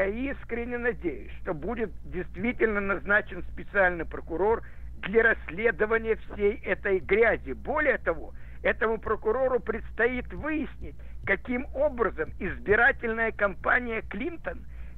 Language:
Russian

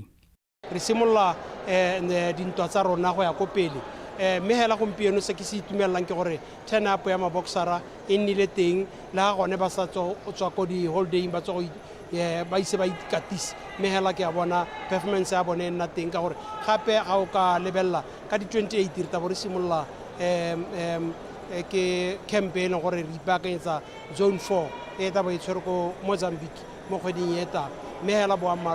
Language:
Tswana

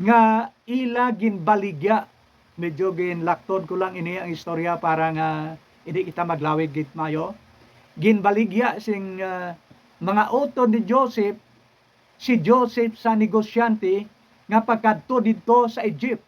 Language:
Hiligaynon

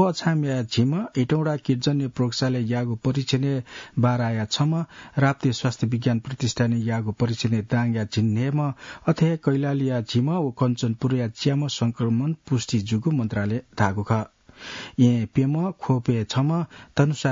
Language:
Newari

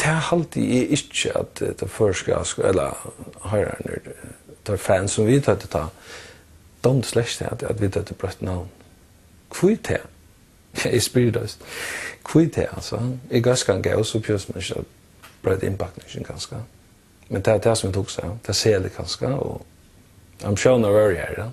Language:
Faroese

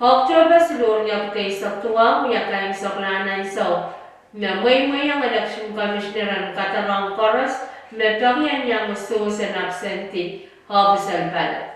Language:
Pohnpeian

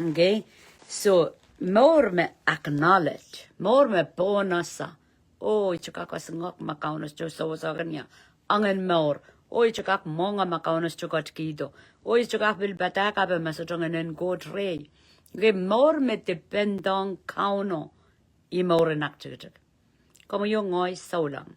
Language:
Pohnpeian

